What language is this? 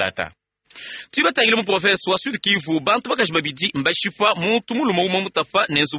Luba-Lulua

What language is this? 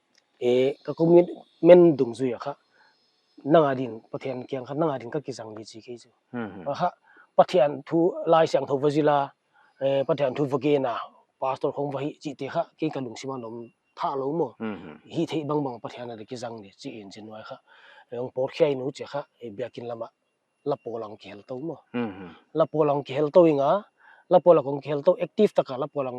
Paite Chin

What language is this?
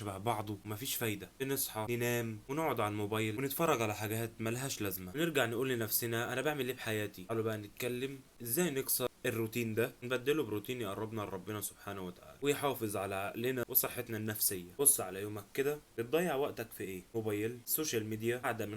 Egyptian Arabic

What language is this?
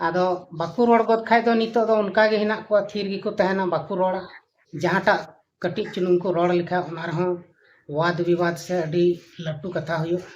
Santali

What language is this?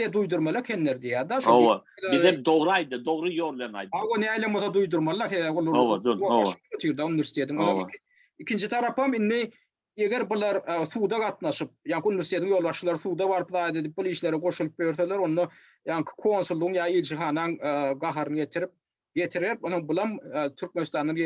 Turkmen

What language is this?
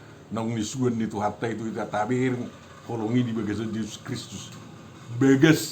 Batak Toba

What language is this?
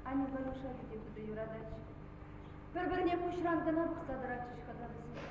Chuvash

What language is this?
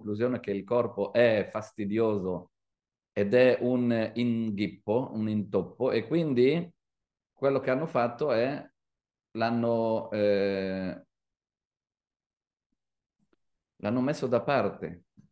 Italian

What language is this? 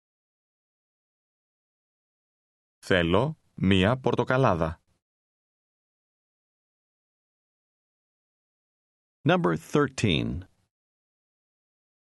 Greek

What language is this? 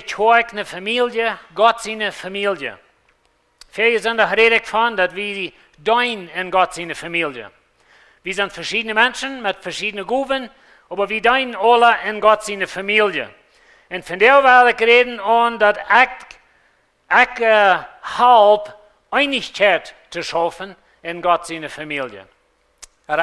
Plautdietsch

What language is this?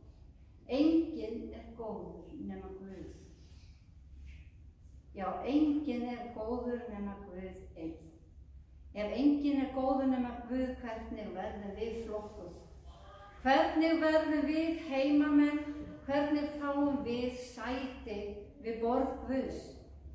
Icelandic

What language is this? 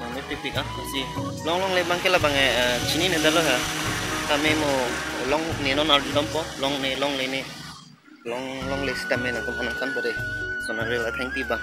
Karbi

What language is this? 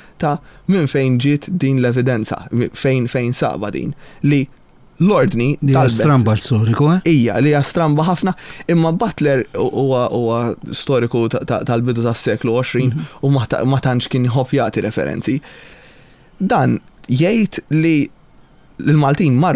Maltese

